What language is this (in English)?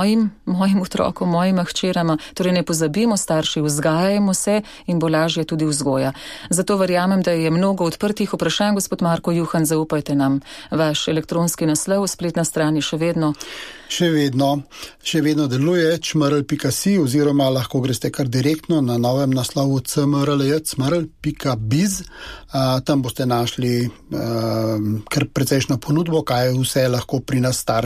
Slovenian